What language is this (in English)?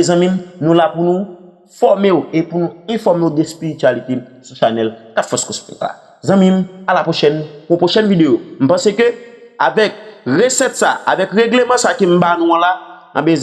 Haitian Creole